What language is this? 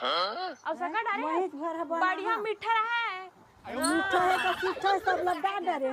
Chhattisgarhi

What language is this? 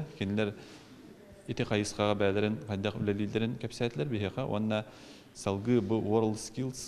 Yakut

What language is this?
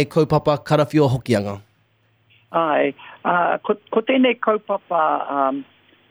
Māori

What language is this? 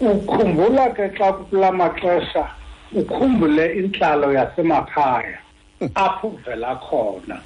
Xhosa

